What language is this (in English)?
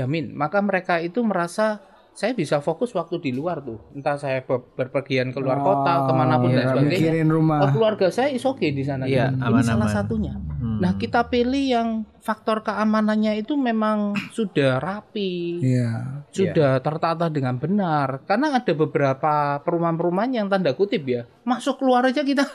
Indonesian